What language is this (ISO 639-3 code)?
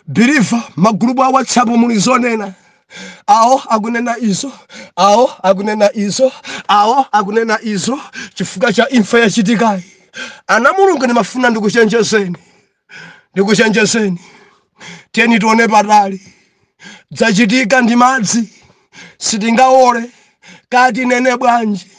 nya